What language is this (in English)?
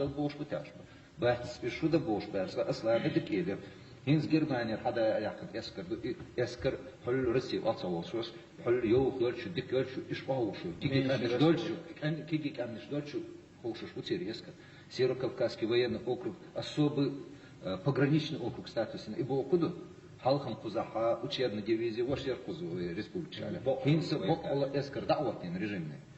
Chechen